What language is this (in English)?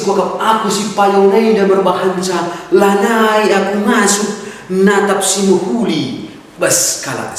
Batak Karo